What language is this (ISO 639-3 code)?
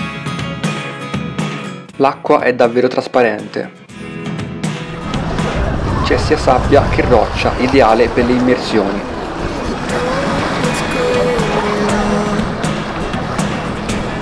ita